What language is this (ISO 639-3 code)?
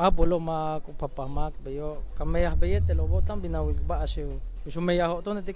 yua